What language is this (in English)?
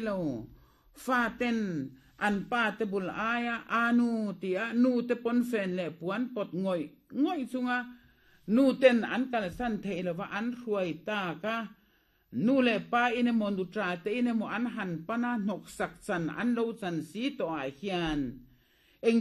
Mizo